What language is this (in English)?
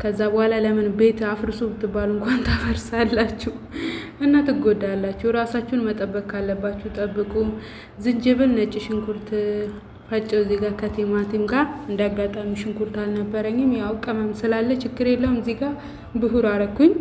Amharic